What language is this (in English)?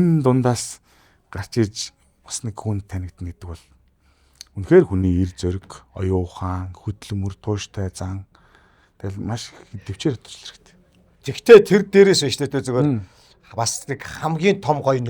Mongolian